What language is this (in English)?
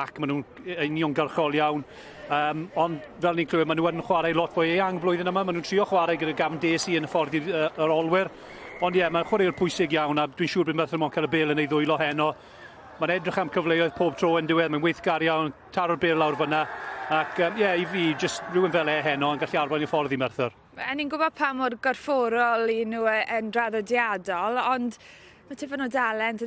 Welsh